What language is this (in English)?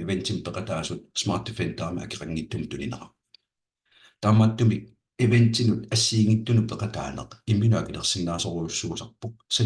Kalaallisut